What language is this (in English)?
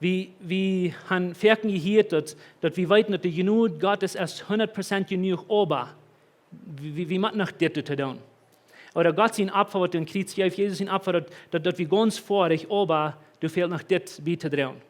Plautdietsch